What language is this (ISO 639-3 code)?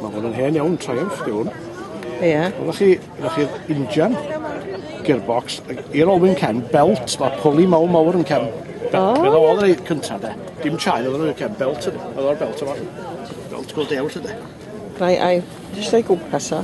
cym